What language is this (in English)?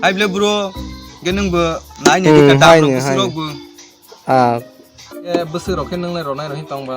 Kok Borok